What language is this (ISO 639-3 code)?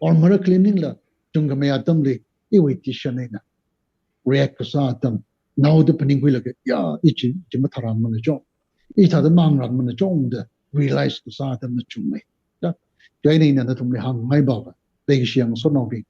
nmf